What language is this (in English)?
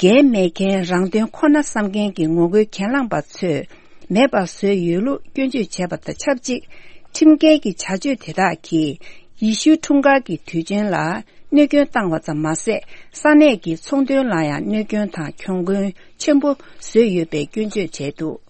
Tibetan